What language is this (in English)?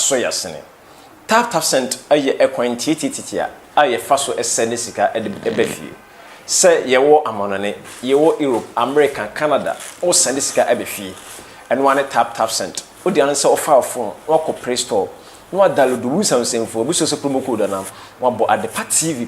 Akan